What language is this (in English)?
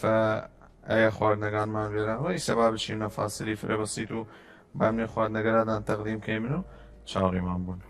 Southern Kurdish